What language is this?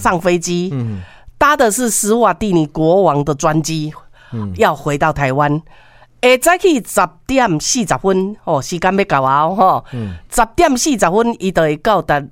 Min Nan Chinese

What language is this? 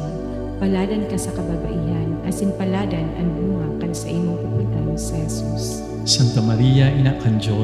Bikol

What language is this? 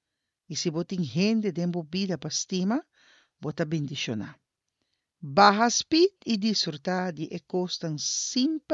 Papiamento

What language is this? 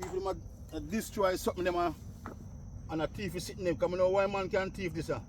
Jamaican Creole English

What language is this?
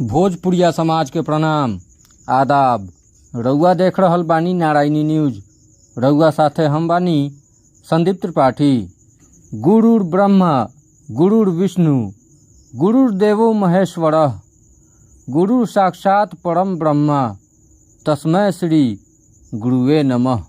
Bhojpuri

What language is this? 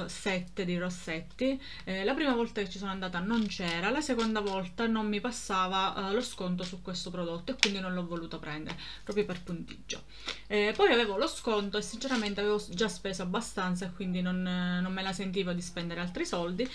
Italian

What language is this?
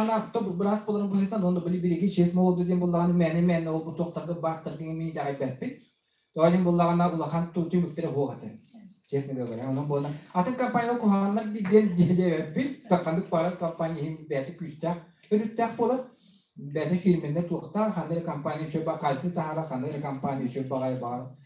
Yakut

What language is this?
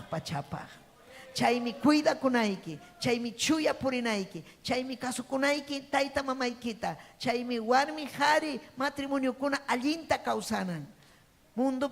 Ayacucho Quechua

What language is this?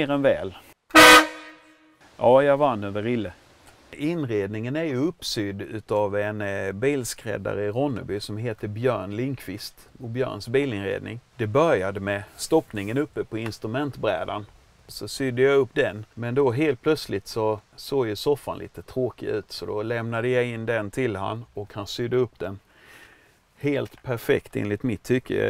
Swedish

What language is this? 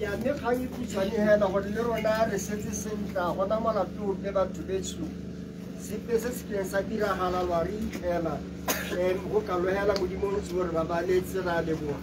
Tswana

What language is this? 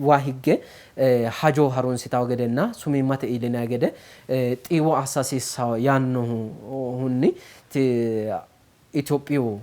Sidamo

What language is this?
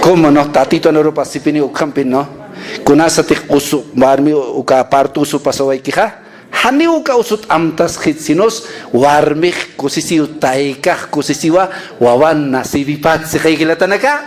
Aymara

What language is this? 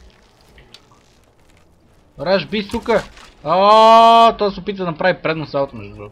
Bulgarian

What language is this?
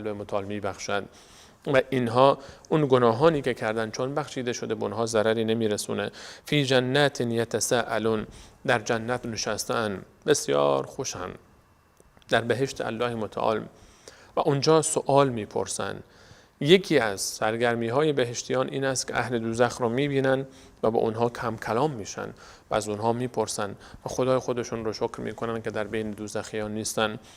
Persian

